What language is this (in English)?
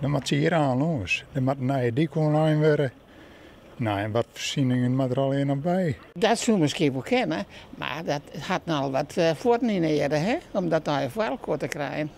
Western Frisian